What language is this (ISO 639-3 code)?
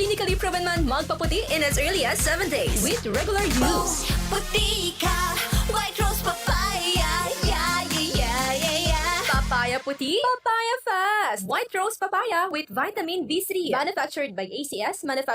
bik